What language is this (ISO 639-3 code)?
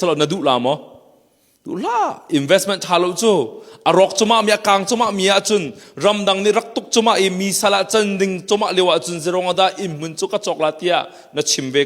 cnh